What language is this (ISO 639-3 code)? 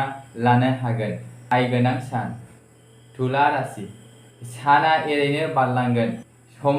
brx